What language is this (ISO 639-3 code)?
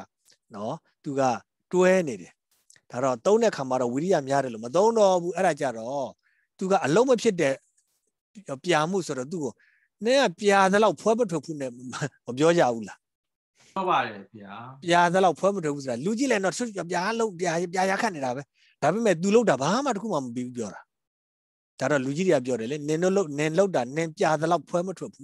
mya